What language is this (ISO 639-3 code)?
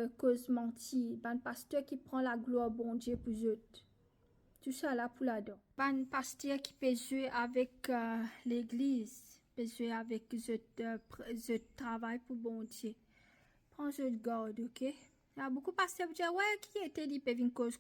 mfe